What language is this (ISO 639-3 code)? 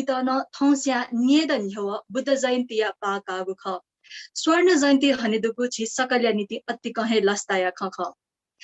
new